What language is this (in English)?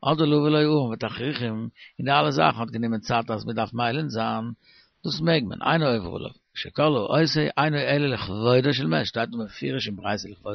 Yiddish